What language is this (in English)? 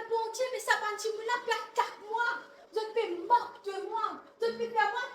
Morisyen